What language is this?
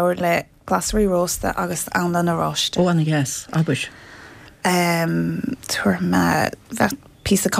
Irish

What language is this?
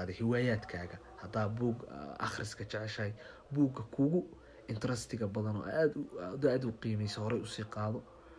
Somali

